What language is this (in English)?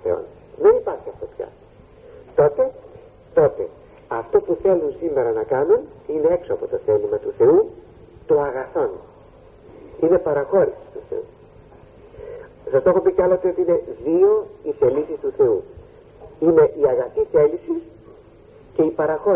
Greek